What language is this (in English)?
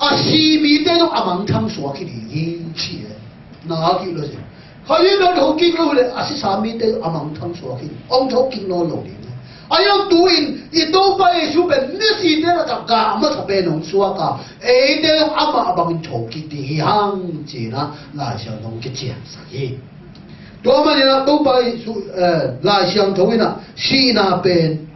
Tedim Chin